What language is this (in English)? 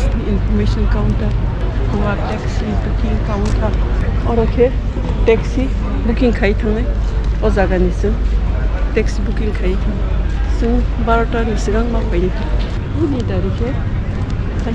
Kok Borok